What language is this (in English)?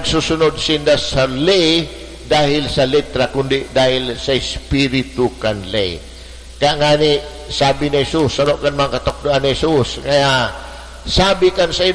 Bikol